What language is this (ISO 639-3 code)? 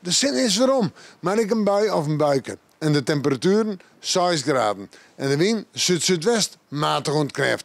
fry